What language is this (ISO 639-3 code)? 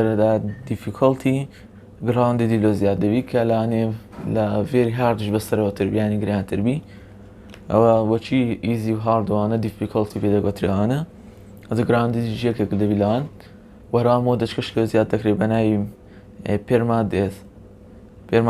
ckb